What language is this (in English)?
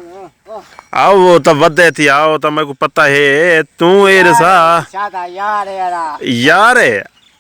Saraiki